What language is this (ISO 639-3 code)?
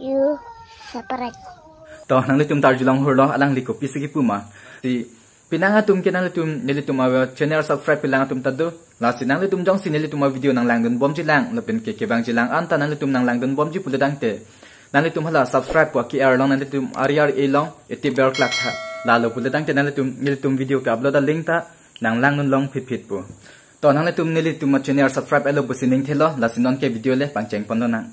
mjw